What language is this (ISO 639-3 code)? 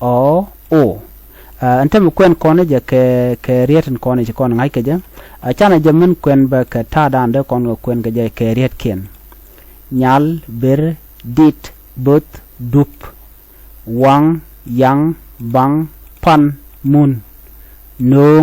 nus